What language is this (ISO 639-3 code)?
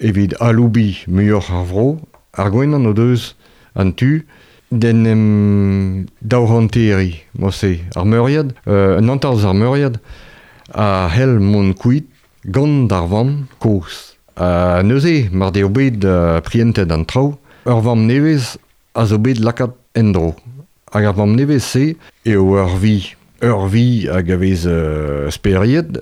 bre